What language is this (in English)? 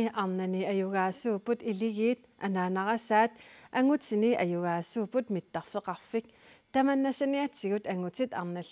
Kalaallisut